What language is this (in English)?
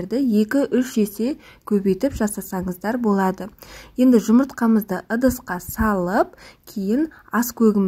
Kazakh